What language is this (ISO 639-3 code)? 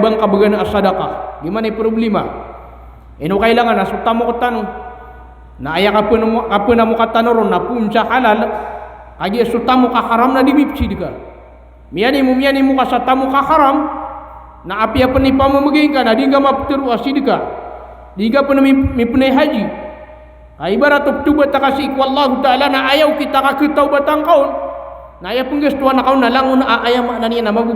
mrw